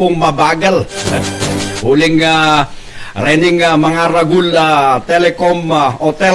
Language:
Pampanga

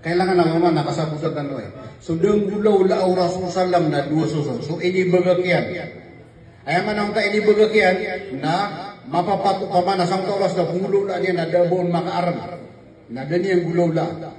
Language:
Maranao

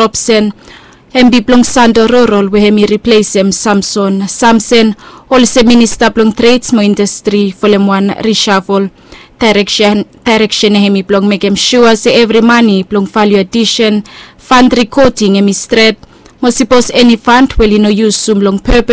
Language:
Bislama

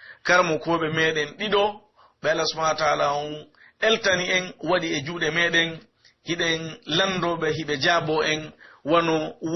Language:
Pular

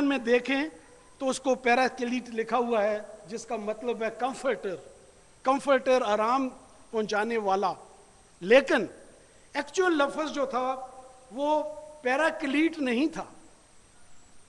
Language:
Urdu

